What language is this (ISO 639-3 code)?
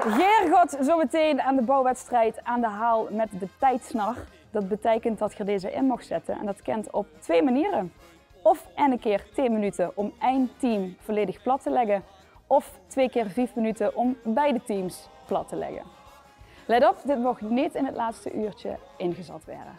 lim